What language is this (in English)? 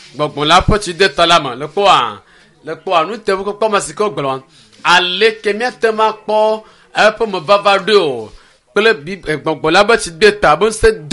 Ewe